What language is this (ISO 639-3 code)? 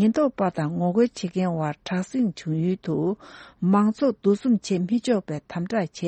bod